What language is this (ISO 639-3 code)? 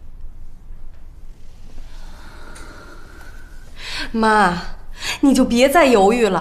zho